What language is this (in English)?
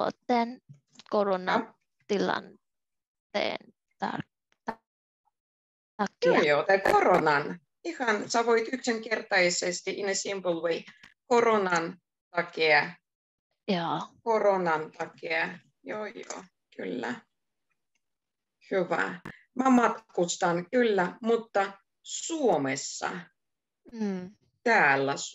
Finnish